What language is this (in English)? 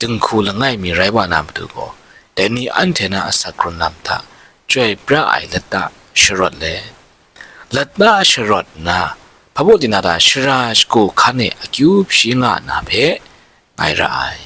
Kachin